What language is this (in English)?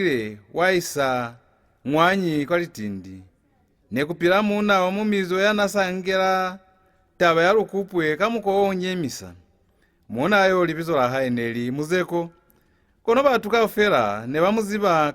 Lozi